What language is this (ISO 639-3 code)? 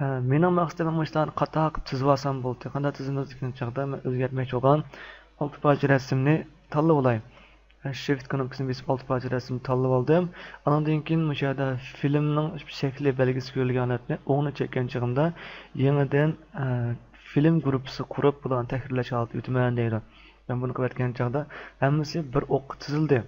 uig